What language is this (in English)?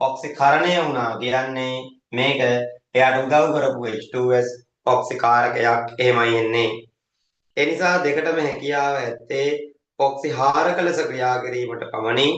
Sinhala